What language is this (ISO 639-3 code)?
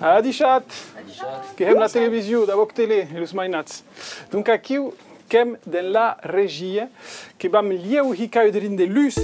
oci